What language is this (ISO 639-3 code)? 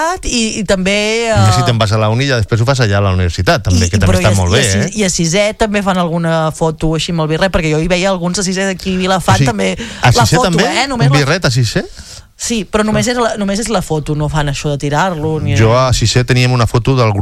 cat